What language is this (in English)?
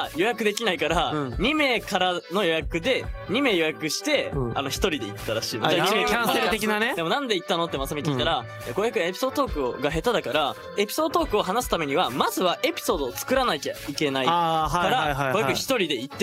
Japanese